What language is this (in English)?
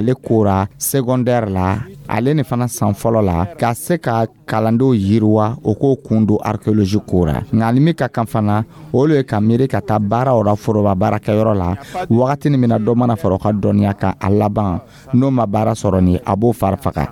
Dyula